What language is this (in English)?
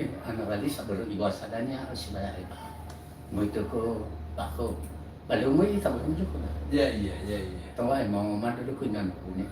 Nias